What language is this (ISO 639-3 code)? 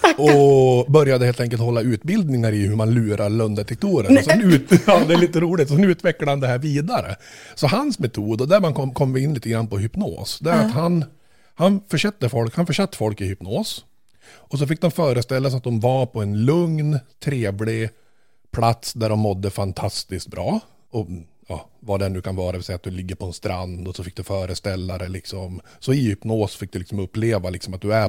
swe